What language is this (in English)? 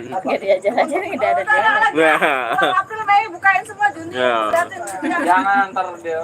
Betawi